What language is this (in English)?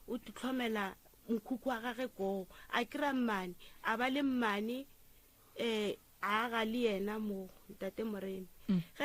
Northern Sotho